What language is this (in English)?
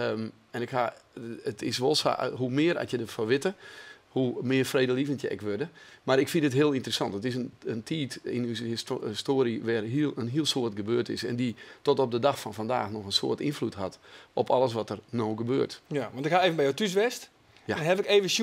Western Frisian